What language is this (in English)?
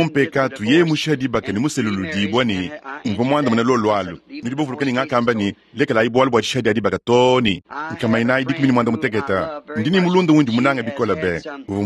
Luba-Lulua